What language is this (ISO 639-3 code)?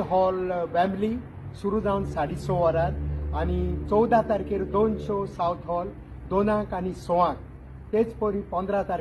kok